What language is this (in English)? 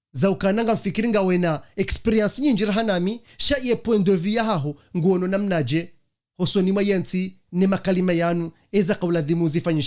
Ngazidja Comorian